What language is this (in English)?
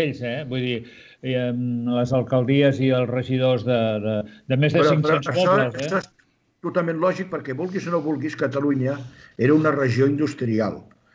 Catalan